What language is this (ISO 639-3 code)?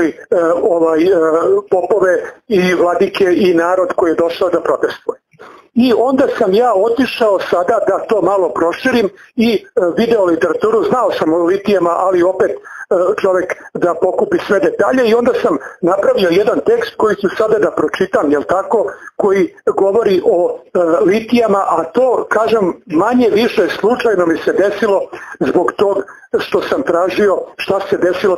srp